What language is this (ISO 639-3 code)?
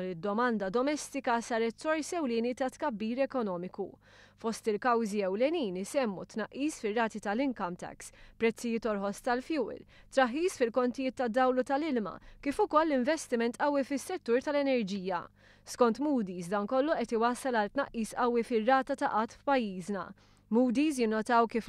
mlt